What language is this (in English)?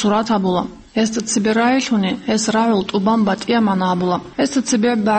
Avaric